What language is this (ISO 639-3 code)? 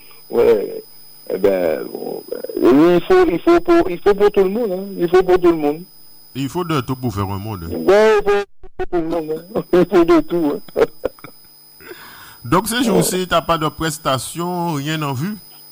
fra